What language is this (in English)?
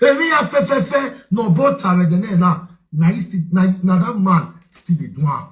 Nigerian Pidgin